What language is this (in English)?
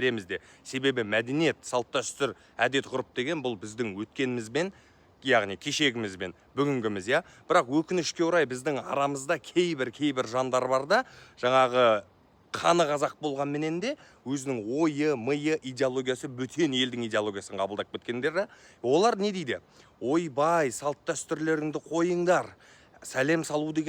Kazakh